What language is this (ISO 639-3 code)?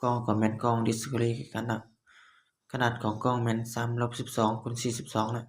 lao